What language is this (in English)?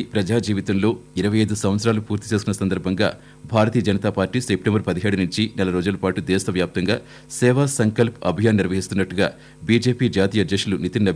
Telugu